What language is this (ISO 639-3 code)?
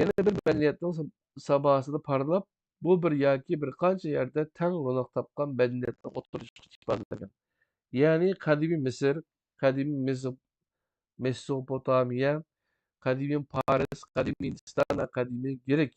uig